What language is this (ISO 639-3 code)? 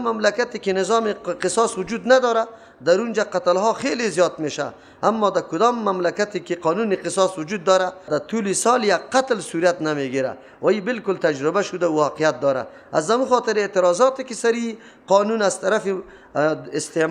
fas